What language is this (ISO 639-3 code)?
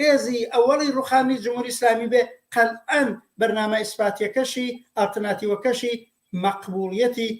ckb